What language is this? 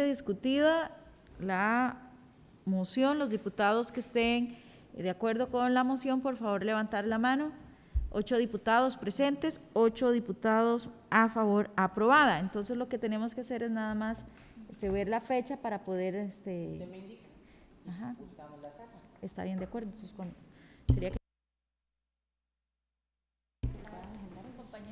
Spanish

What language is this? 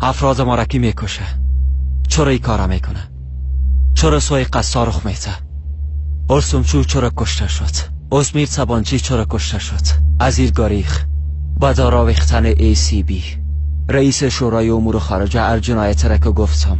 Persian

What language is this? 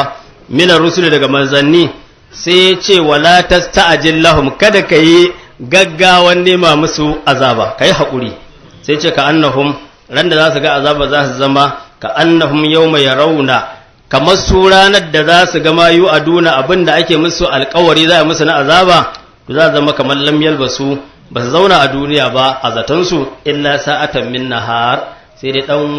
Hausa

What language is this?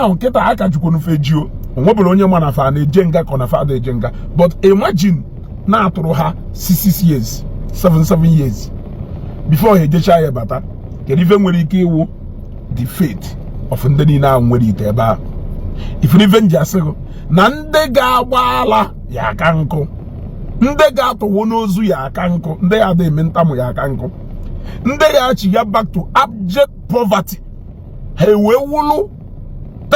Igbo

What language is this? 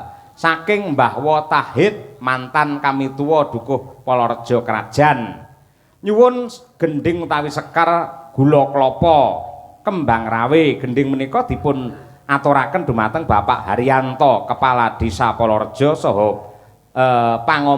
Javanese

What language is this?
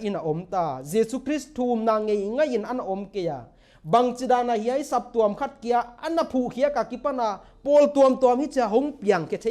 Paite Chin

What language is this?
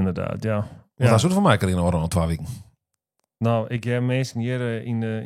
Western Frisian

